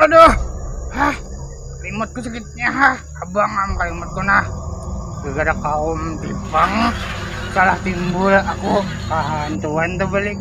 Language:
Banjar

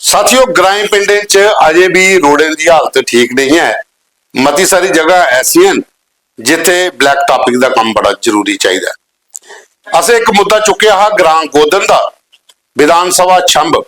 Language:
Dogri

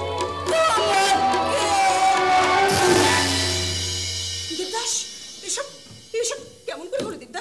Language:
Bangla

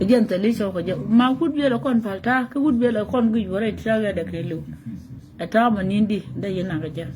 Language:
Nuer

